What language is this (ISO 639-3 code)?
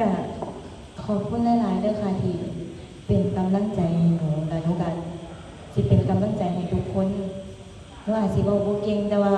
tts